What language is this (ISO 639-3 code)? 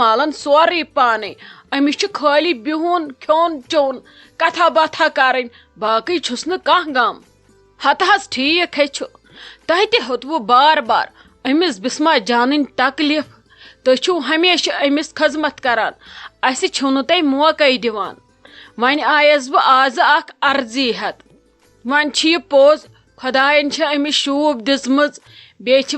kas